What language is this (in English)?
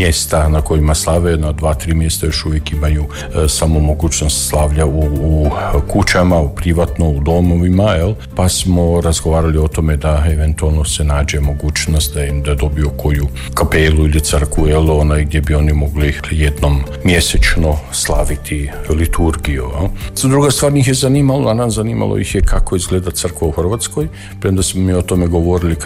Croatian